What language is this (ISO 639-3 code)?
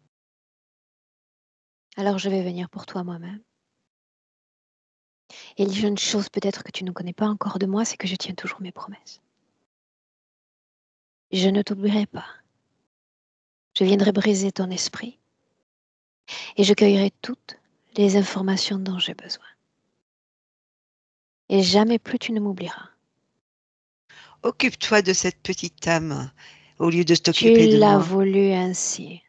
fra